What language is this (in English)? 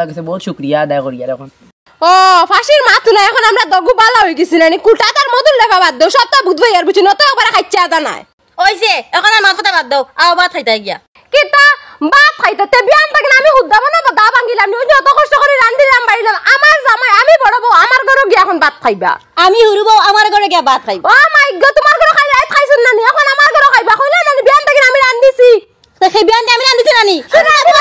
Sylheti